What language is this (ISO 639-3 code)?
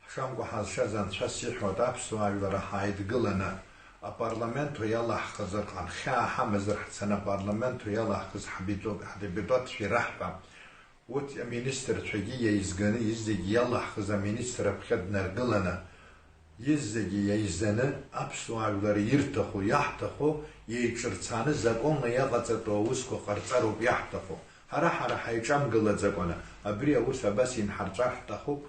abk